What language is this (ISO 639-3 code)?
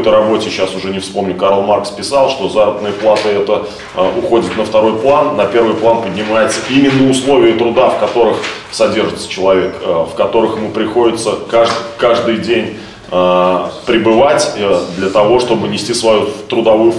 rus